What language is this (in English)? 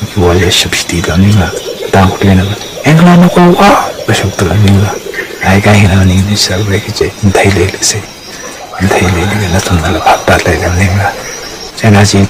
Tangkhul Naga (India)